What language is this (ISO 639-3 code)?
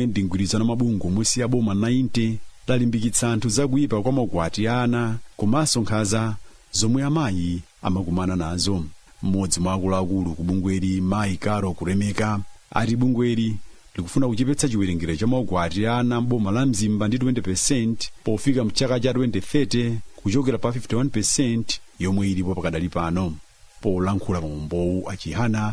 nya